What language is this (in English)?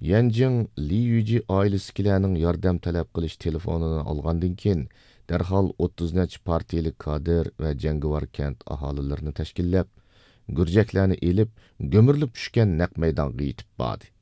Uyghur